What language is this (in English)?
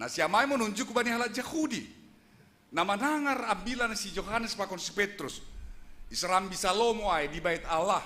Batak Simalungun